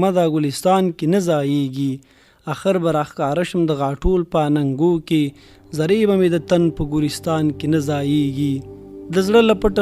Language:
Pashto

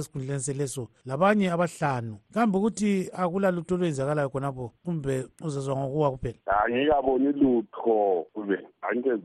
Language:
North Ndebele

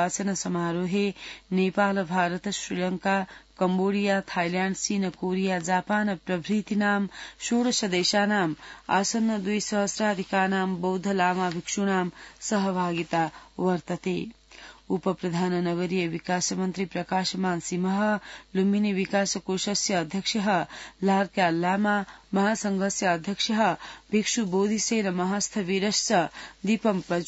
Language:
Sanskrit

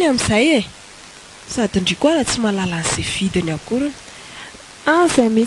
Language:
Malagasy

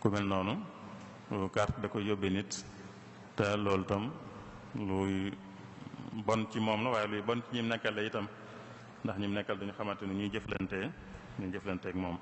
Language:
Wolof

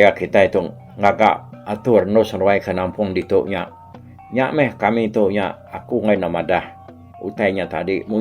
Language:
Iban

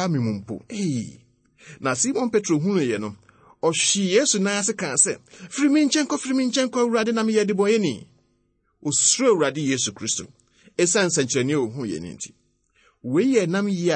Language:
Akan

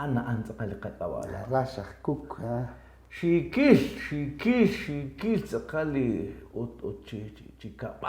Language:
Kekchí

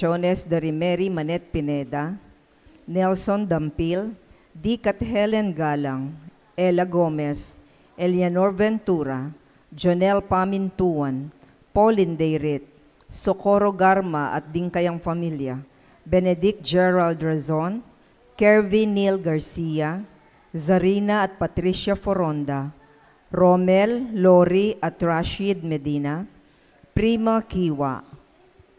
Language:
Pampanga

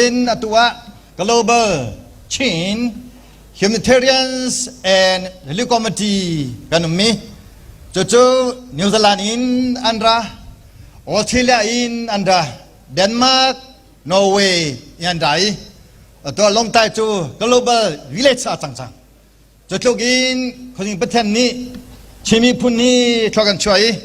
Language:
Hakha Chin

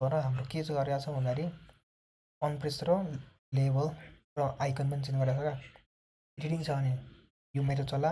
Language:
Nepali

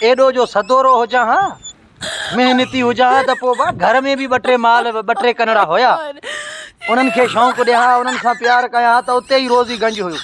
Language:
Sindhi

